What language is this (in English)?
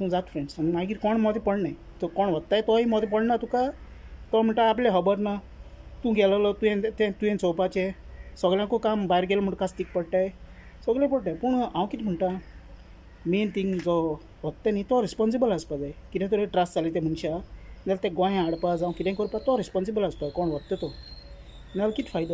Konkani